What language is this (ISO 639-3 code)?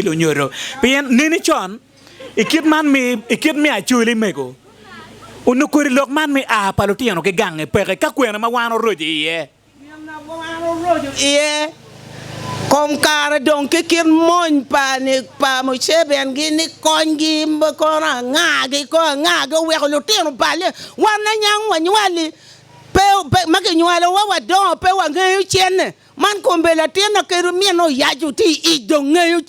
ach